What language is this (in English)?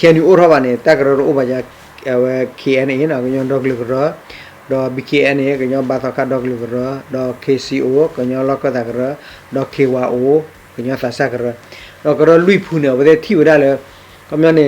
S'gaw Karen